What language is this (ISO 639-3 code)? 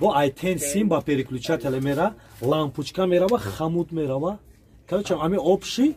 tgk